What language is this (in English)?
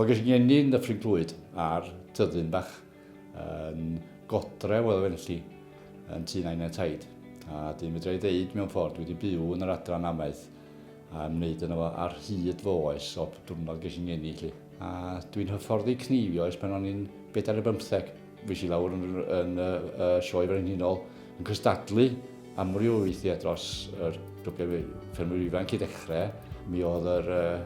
Welsh